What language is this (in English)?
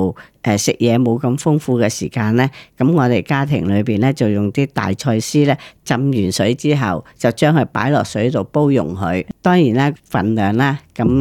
Cantonese